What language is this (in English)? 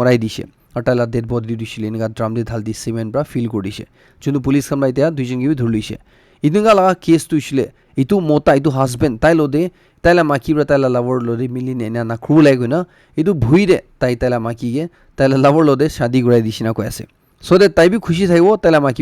Naga Pidgin